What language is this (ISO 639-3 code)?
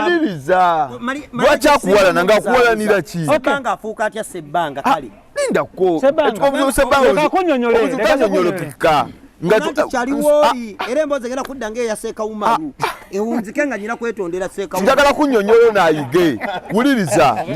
lug